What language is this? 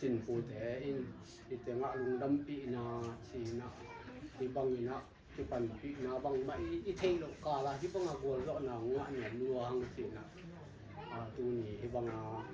Tedim Chin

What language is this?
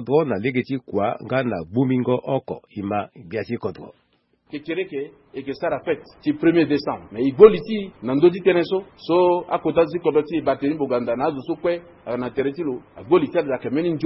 Sango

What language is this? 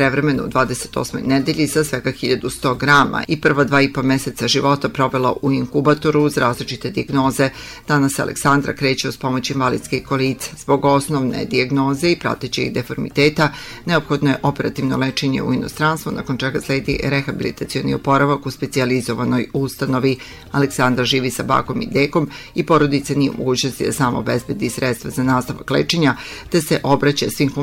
Serbian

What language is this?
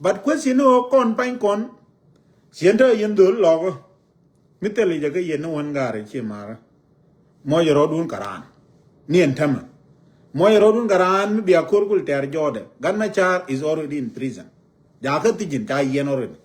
Nuer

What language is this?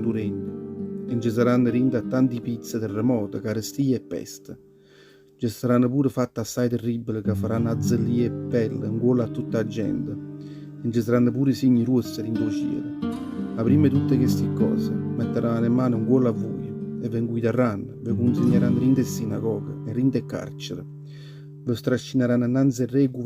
Neapolitan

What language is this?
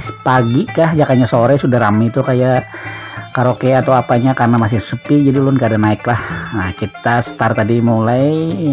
Banjar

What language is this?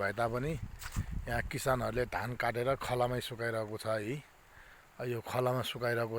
Nepali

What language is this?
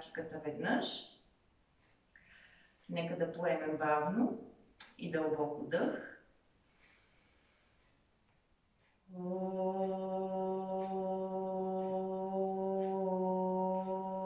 Bulgarian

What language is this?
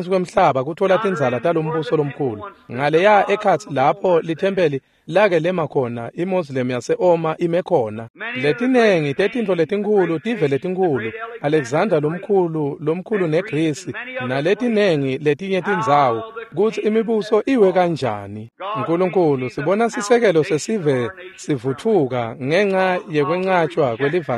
Swati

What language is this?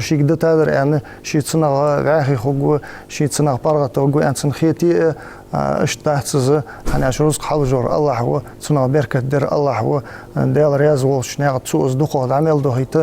Ingush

